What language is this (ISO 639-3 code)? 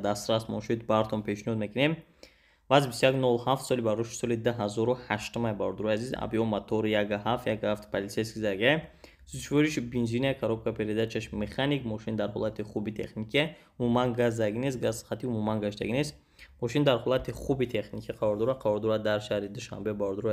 tgk